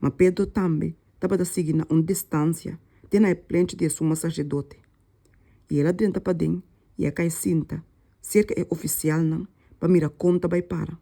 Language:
Papiamento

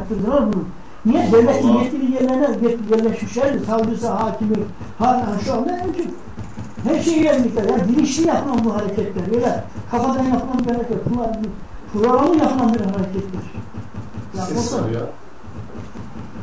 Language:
Turkish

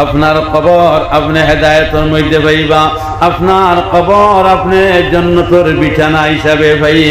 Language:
Sylheti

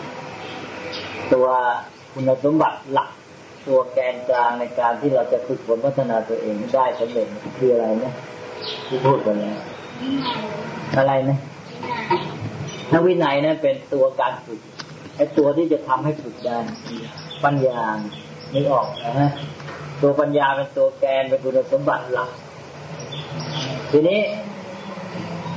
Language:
Thai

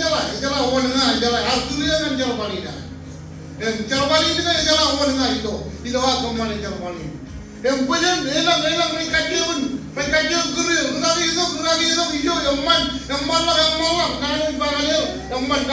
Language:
Marshallese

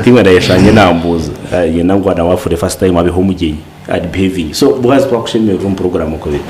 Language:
Nyankole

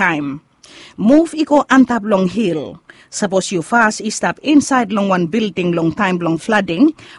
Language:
Bislama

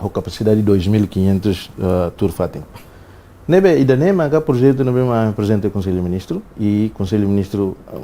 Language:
Tetum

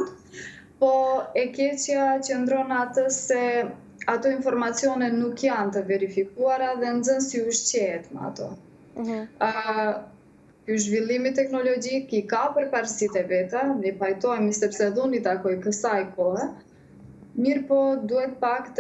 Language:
Albanian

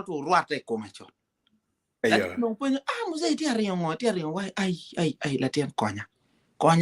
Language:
Acoli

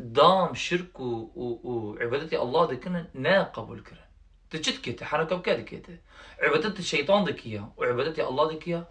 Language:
Kurdish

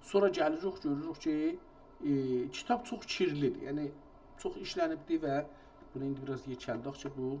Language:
South Azerbaijani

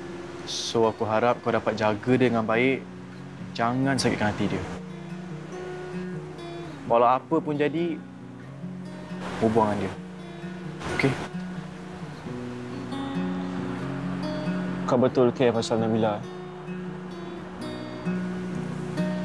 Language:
Malay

